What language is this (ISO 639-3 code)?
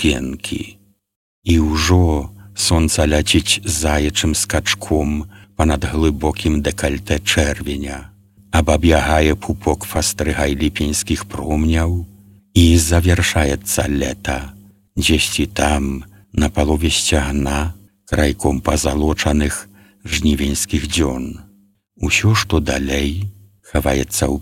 bel